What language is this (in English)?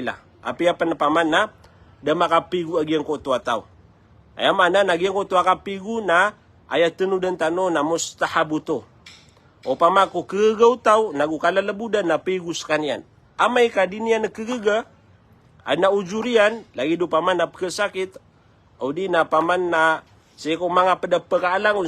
Maranao